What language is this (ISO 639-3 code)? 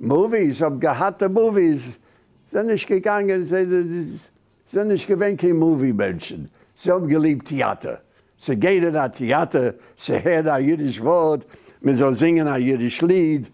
yid